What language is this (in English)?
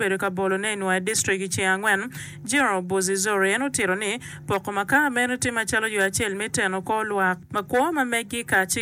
Acoli